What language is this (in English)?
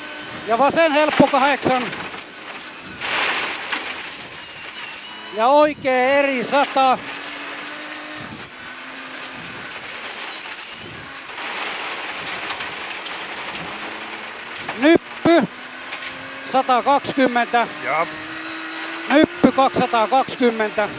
Finnish